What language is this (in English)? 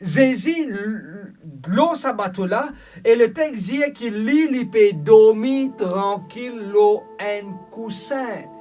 Morisyen